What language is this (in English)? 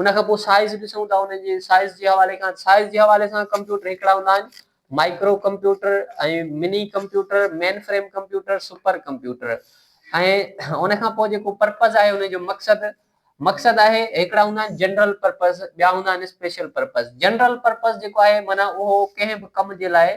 Sindhi